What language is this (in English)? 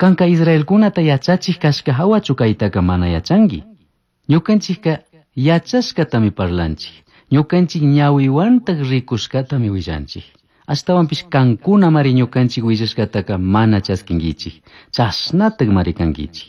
Chimborazo Highland Quichua